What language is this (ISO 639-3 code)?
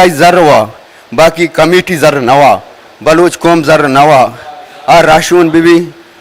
bal